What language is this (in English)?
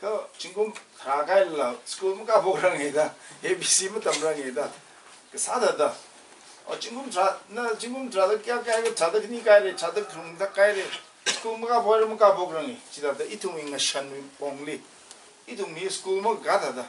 Tangkhul Naga (India)